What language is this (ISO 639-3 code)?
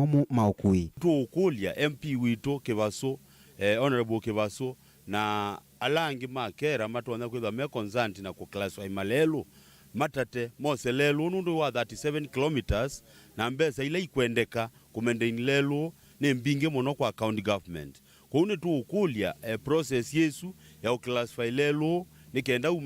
kam